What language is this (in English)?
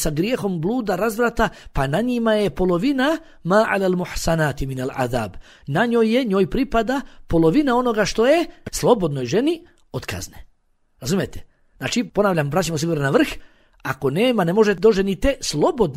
Bosnian